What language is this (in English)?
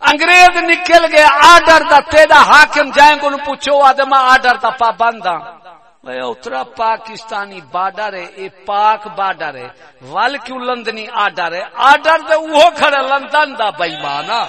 Saraiki